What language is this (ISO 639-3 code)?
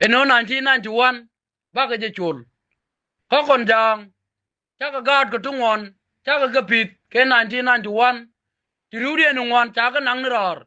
nus